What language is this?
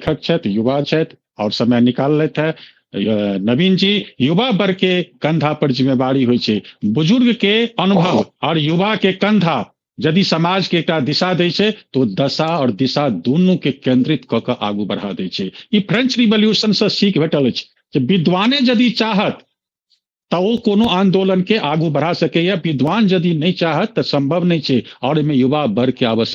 Maithili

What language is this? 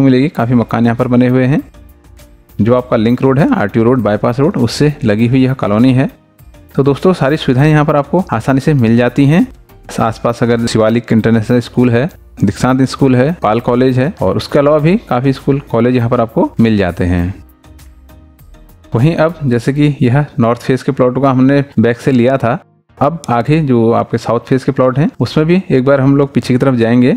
Hindi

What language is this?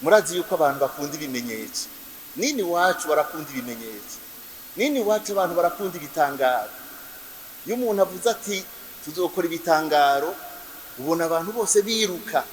Rundi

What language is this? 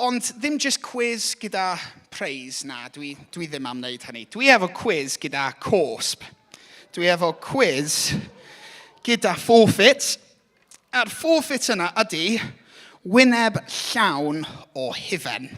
Welsh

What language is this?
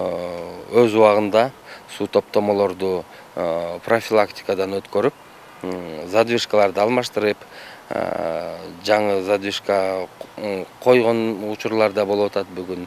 Kyrgyz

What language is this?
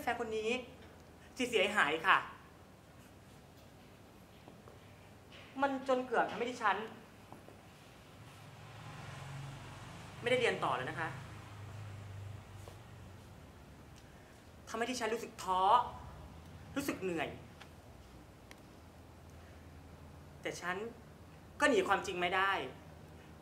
Thai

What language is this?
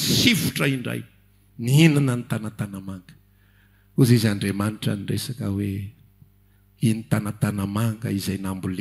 Malagasy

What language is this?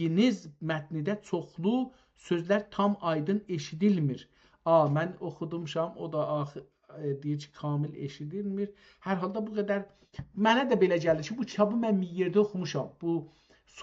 South Azerbaijani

